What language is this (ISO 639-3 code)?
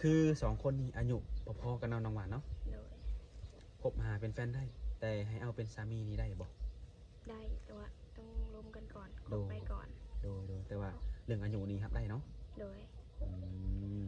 lao